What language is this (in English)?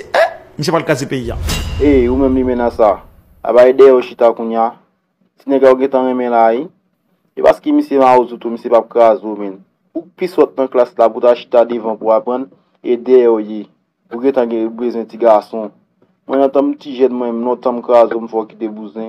Haitian Creole